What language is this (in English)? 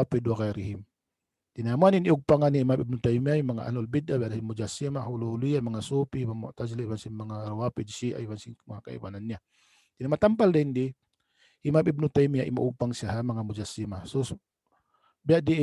Tausug